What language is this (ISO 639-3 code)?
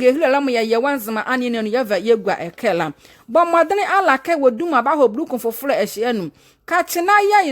nzi